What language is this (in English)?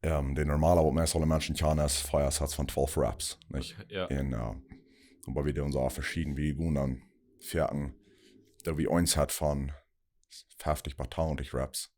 Plautdietsch